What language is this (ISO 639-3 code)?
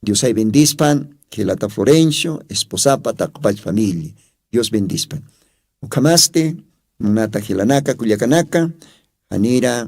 aym